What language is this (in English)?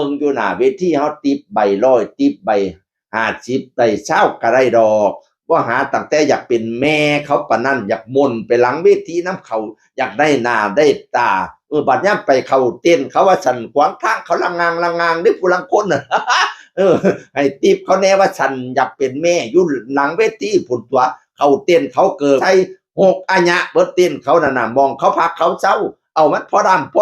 Northeastern Thai